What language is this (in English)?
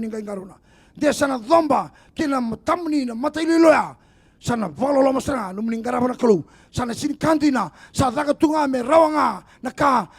Fijian